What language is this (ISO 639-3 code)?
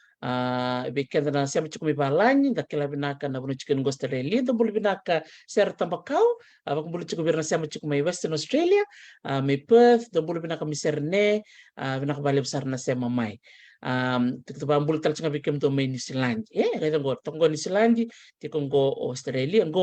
fij